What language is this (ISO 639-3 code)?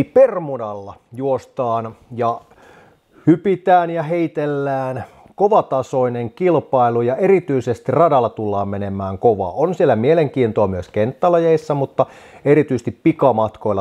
fin